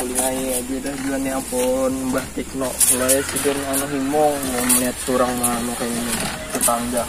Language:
Banjar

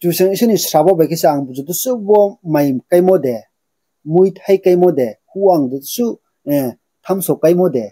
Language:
Riang (India)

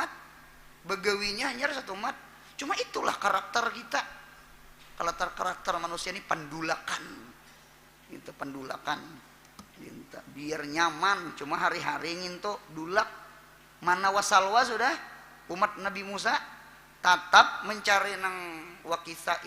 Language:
Banjar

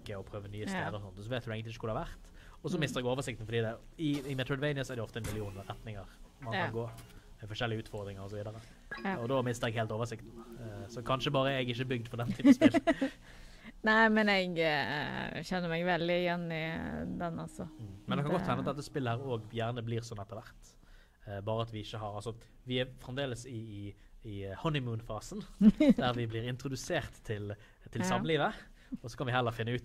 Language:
Norwegian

